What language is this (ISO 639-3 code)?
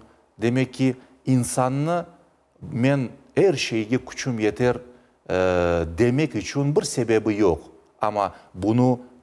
crh